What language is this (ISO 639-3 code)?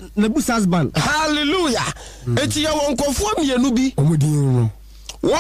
aka